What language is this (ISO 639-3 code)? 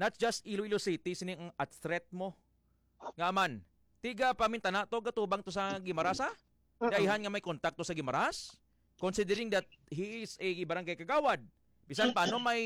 hil